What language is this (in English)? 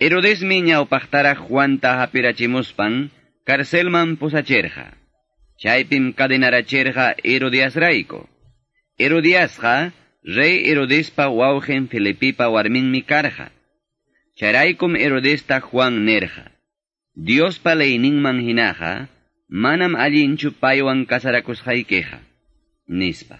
Quechua